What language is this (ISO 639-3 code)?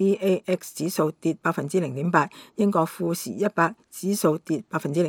yue